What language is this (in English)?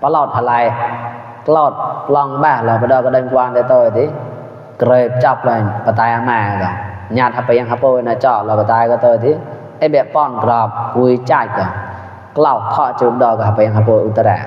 Mon